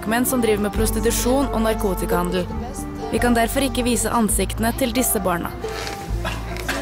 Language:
Norwegian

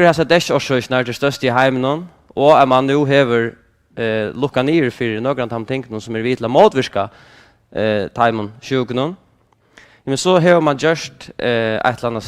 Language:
Faroese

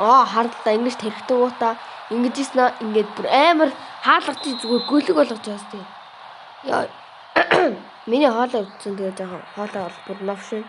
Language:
Mongolian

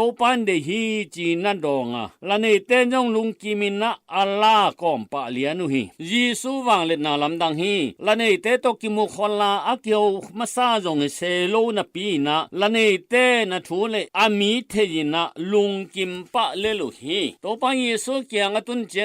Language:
Tedim Chin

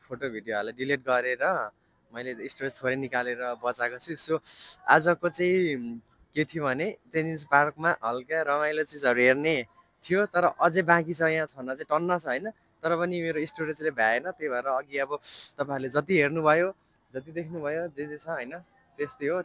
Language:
Nepali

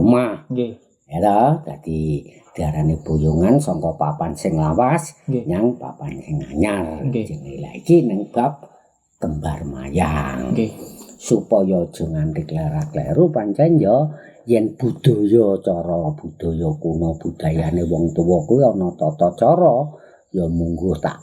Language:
Javanese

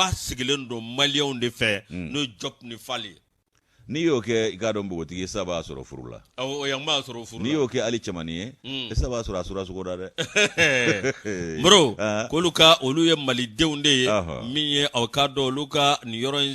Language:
Bambara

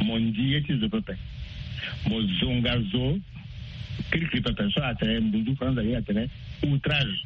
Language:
Sango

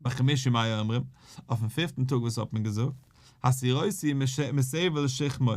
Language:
Yiddish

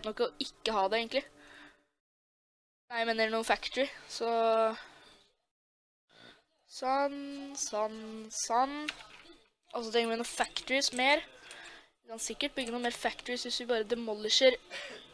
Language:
Norwegian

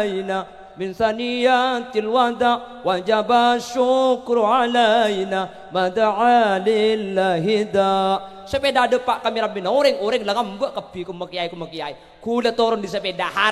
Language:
Madurese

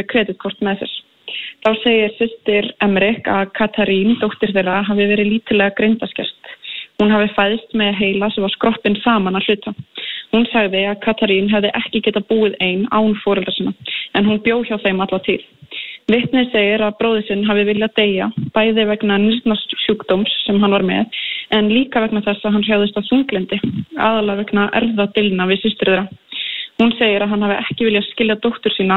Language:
Icelandic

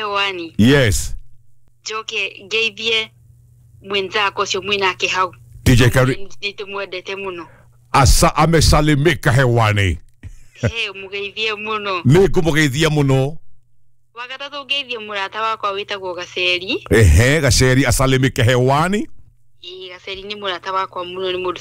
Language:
Kikuyu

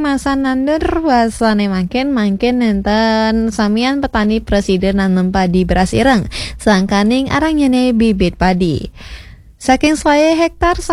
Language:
Balinese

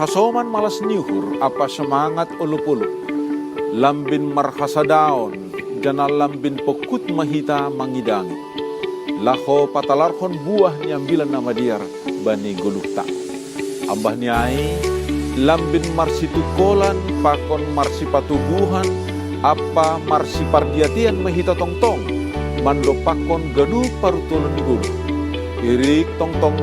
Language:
Batak Simalungun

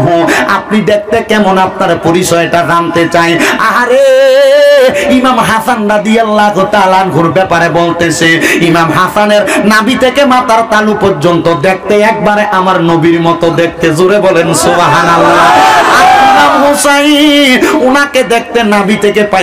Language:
Bangla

